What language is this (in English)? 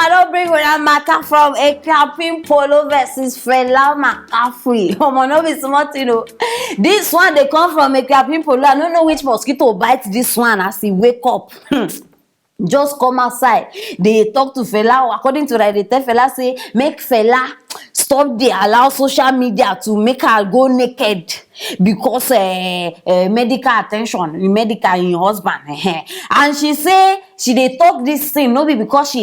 Nigerian Pidgin